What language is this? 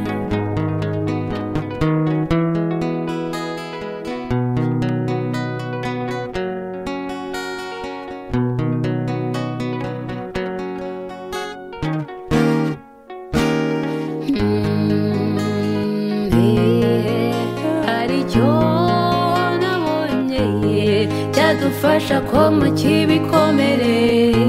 Kinyarwanda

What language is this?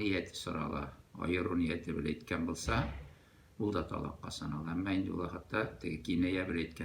Tatar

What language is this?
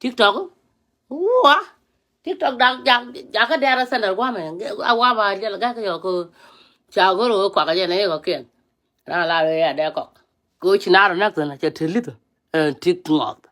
Nuer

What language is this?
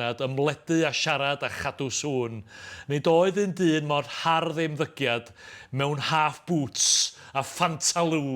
Welsh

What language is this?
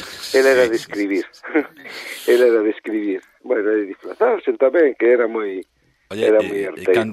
Galician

